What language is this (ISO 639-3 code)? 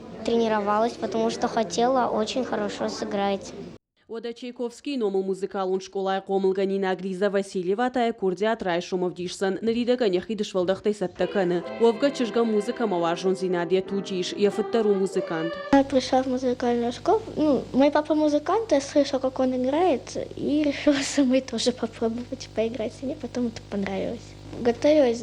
oss